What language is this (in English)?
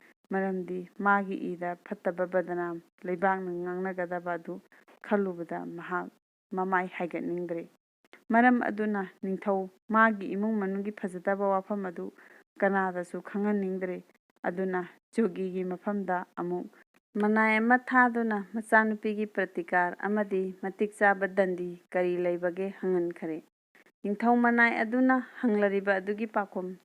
Manipuri